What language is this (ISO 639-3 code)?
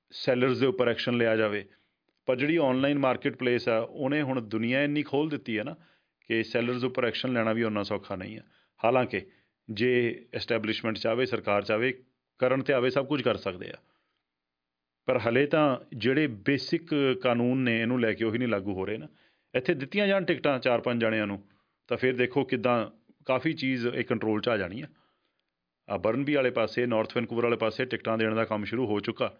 pan